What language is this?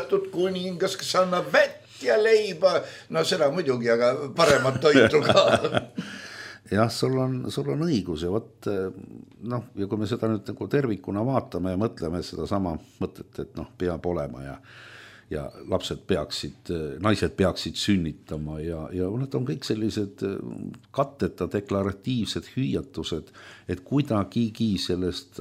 Estonian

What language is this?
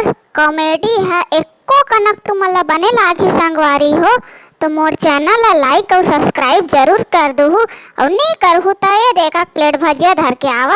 Chhattisgarhi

